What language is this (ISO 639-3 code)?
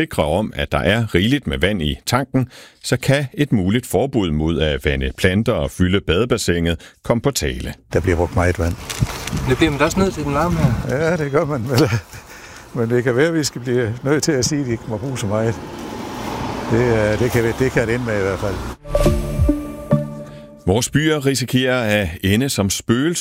dan